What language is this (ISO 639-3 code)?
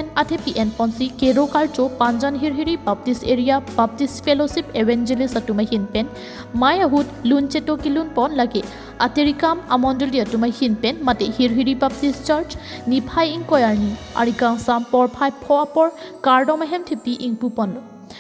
mjw